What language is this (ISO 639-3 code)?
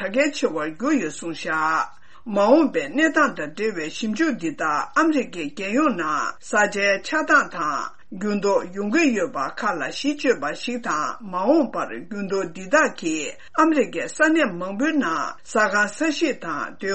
bod